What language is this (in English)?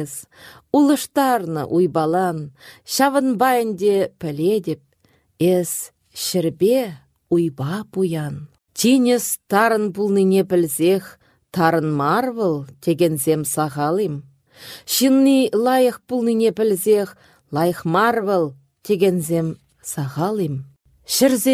Chuvash